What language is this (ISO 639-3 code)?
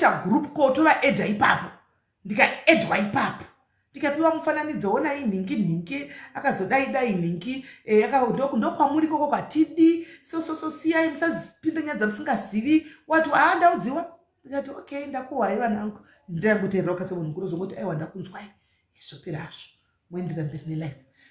sna